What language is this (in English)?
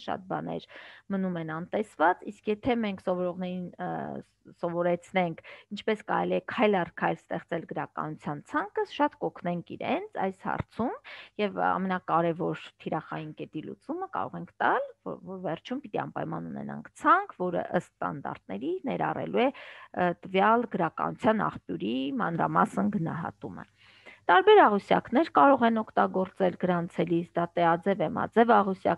Armenian